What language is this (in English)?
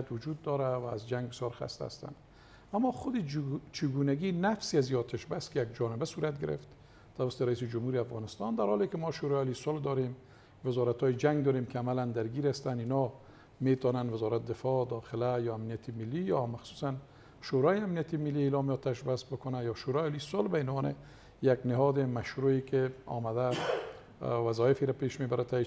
Persian